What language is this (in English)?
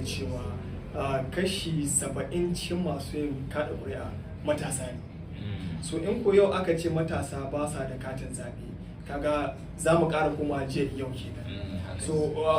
Hausa